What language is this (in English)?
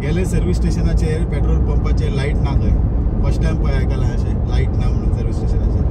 Konkani